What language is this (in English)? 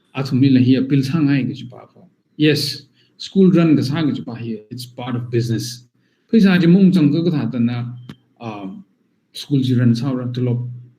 Tangkhul Naga (India)